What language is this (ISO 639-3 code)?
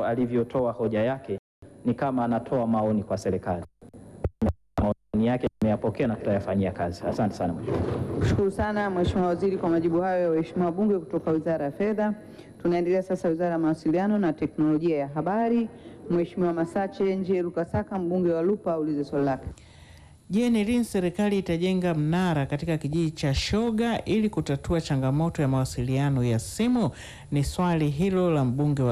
swa